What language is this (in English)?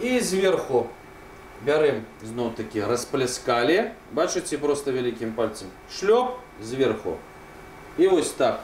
Belarusian